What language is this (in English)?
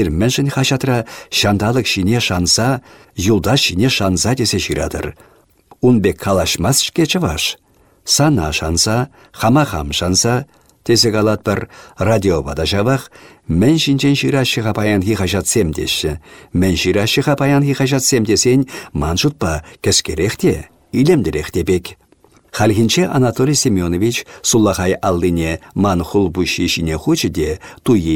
Chuvash